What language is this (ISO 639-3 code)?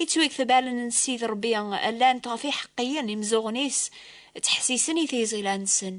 kab